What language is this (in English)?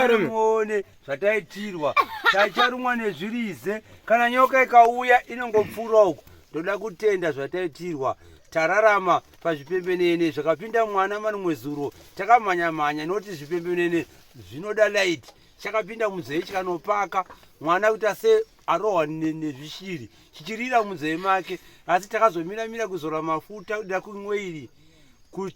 Shona